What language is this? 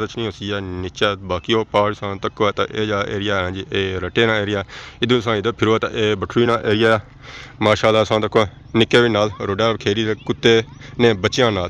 Pahari-Potwari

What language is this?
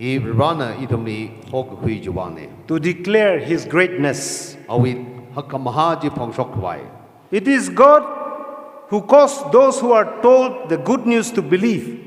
Tangkhul Naga (India)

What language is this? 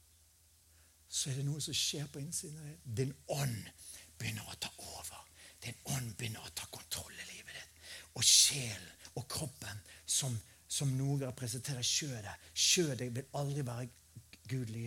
Norwegian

